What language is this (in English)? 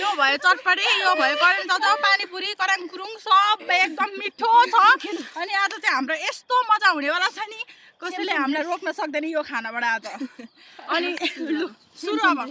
Nepali